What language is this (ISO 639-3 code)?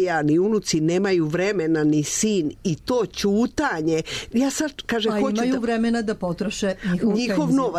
srp